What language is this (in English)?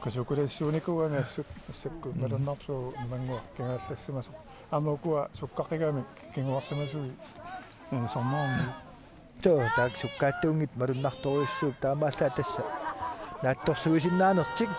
Kalaallisut